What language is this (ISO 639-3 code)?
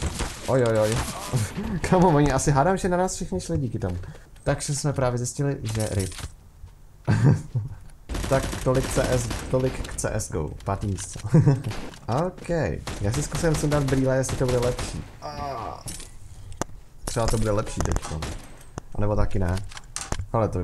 ces